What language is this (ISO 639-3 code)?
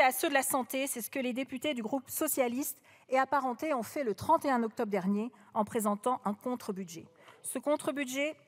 fra